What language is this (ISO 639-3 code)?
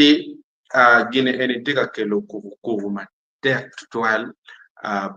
ach